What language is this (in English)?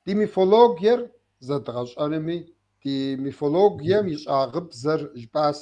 Kabardian